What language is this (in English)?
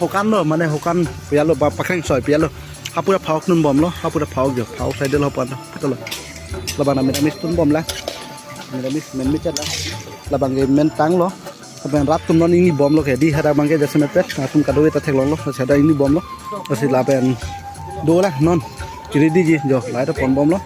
Karbi